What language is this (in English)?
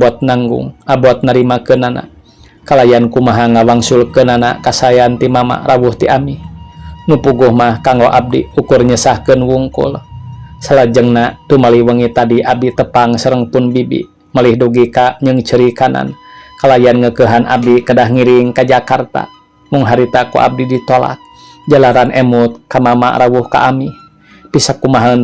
Sundanese